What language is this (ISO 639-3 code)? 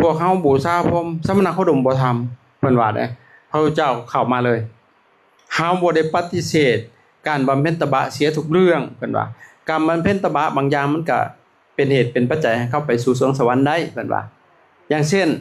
lao